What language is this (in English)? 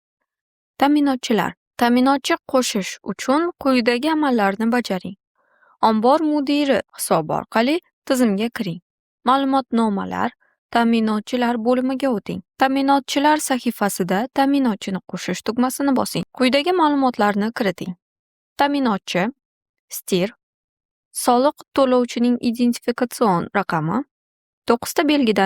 Uzbek